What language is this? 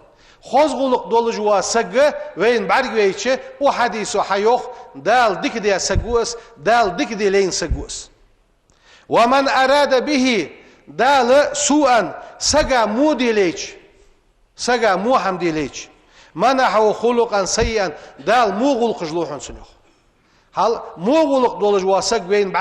Ingush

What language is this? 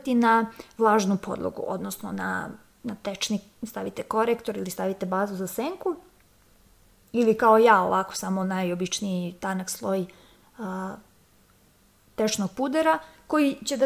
Serbian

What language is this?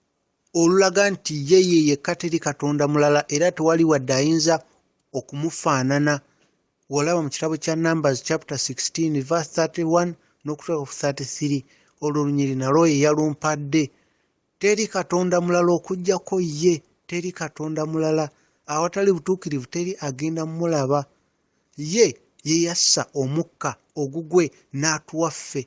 Ganda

